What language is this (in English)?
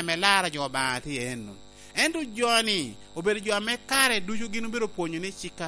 Lango (Uganda)